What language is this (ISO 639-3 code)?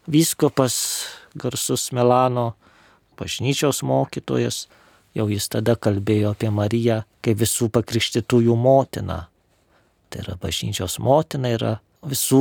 lit